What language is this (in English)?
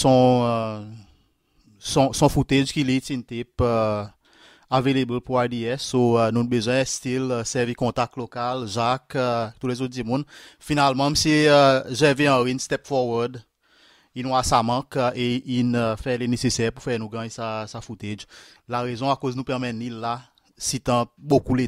Seselwa Creole French